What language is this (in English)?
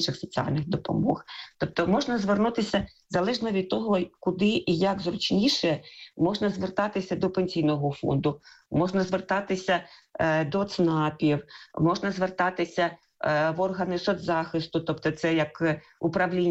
Ukrainian